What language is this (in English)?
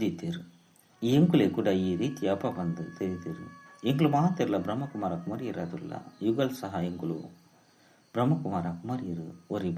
Tulu